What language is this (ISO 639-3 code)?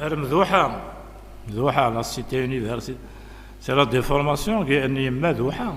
kab